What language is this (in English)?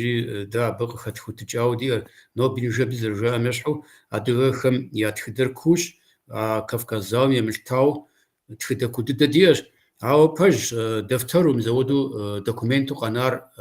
Kabardian